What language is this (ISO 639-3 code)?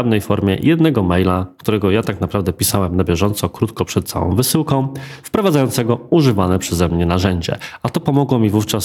pol